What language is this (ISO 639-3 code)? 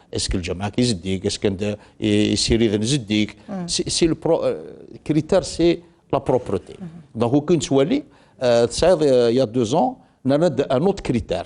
kab